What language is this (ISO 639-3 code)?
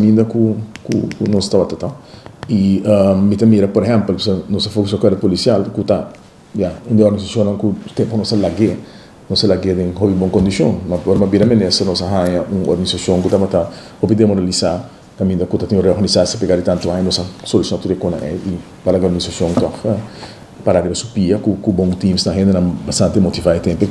pap